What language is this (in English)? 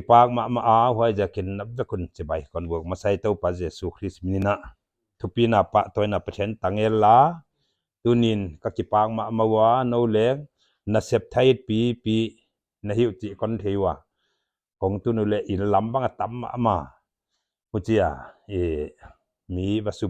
Paite Chin